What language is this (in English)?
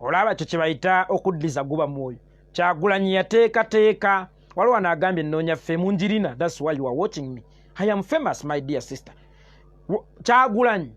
Ganda